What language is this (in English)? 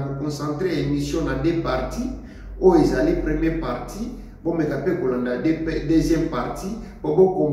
Lingala